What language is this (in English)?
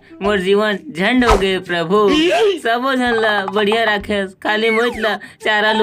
Chhattisgarhi